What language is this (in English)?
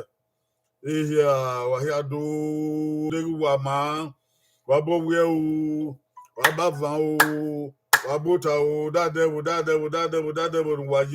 Bini